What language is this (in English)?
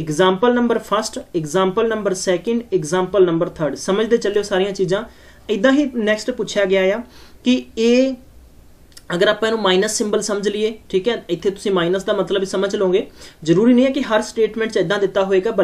Punjabi